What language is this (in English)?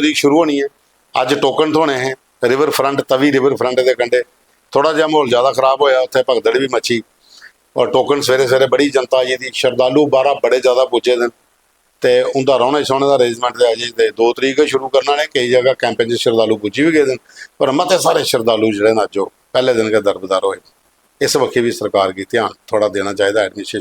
Dogri